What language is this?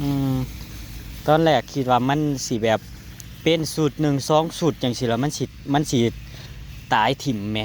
Northeastern Thai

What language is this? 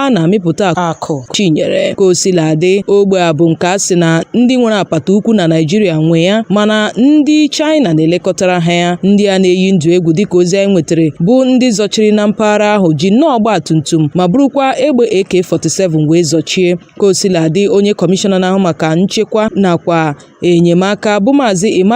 Igbo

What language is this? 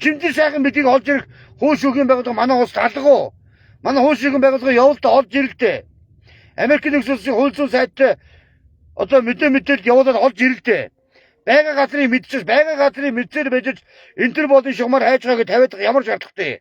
Mongolian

